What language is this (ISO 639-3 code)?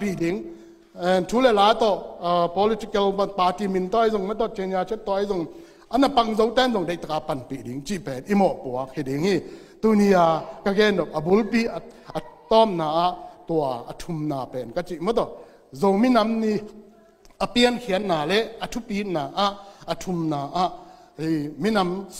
ctd